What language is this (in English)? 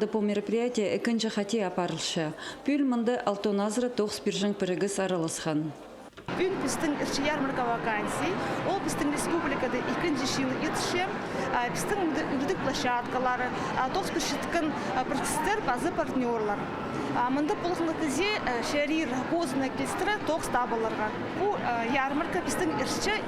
Khakas